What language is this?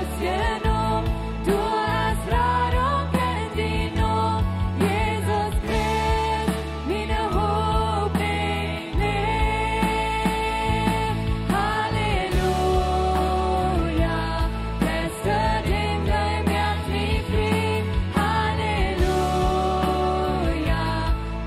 Plautdietsch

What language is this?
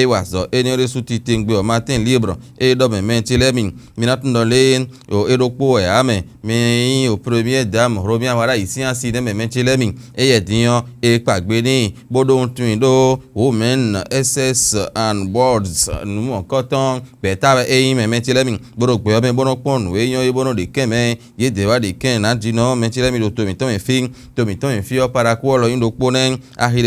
Fon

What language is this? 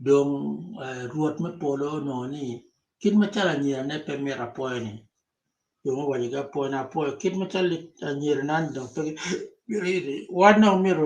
Acoli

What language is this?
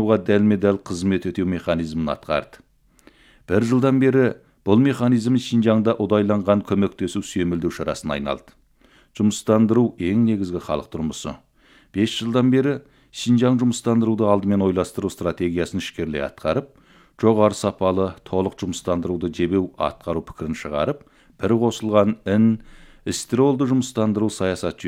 Kazakh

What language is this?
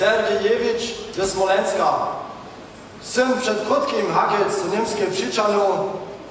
Upper Sorbian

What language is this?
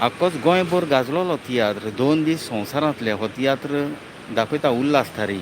Konkani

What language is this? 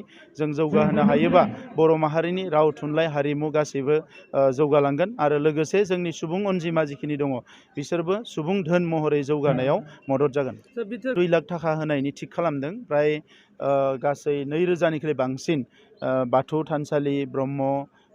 Bodo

